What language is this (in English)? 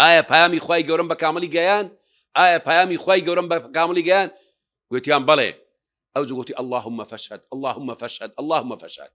Central Kurdish